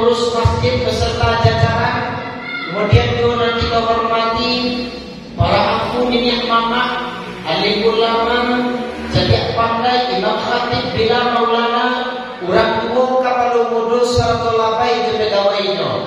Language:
Minangkabau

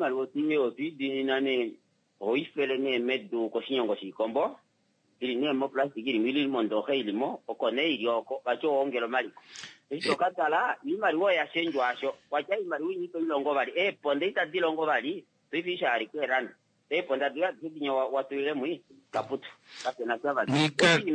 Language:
Kuanyama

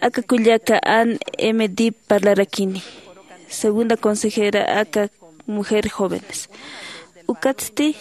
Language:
Aymara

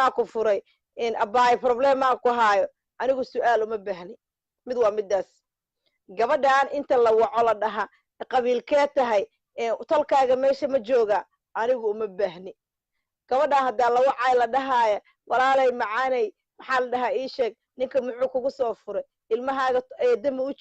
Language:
Somali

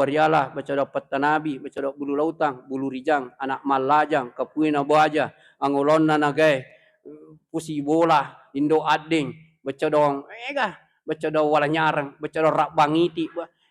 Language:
Buginese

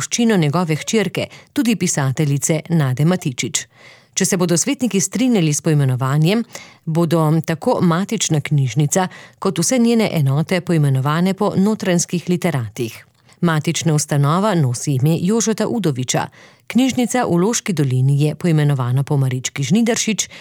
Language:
Slovenian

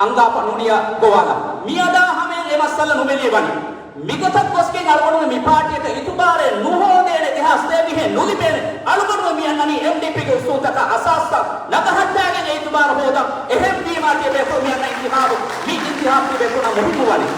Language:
Divehi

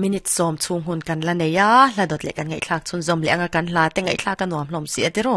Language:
Mizo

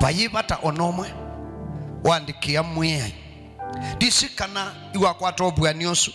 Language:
Kamba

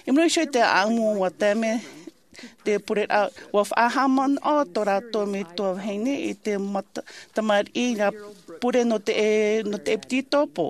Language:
Tahitian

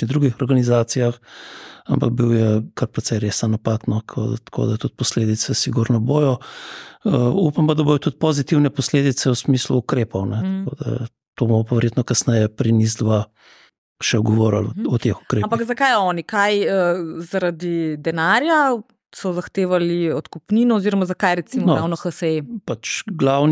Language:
Slovenian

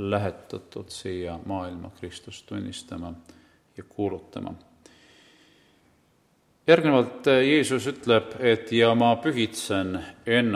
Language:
Estonian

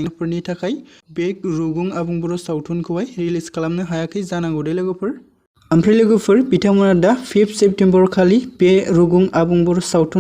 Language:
Bodo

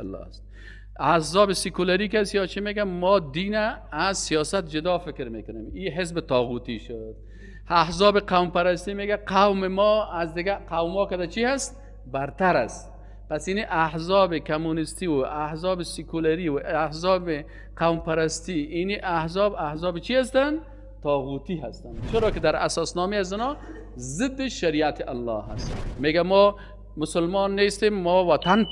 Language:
Persian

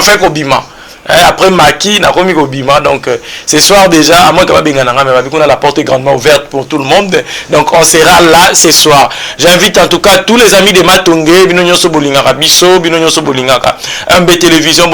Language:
Lingala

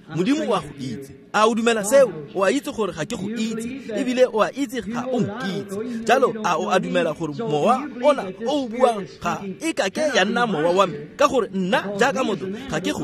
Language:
Tswana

